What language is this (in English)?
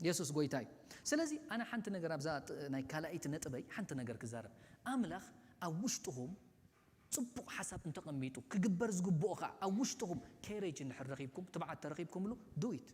Tigrinya